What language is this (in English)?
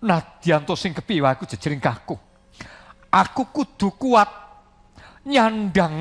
Javanese